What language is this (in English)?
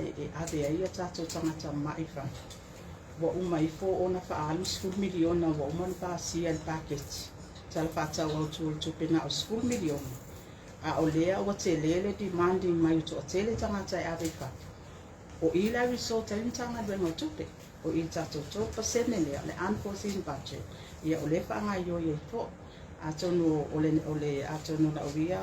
Samoan